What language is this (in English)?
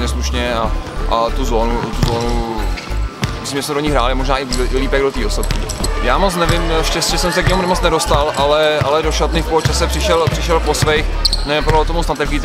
Czech